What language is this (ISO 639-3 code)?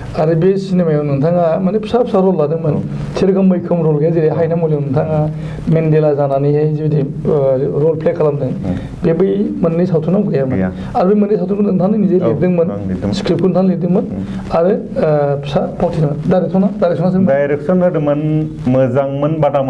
brx